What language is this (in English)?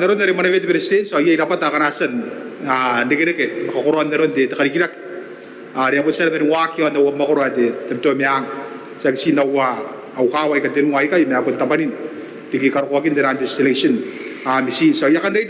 Gilbertese